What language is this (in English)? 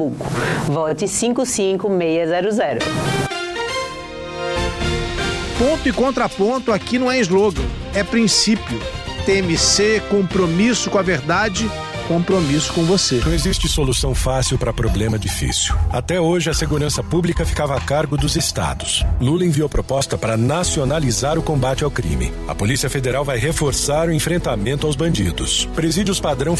Portuguese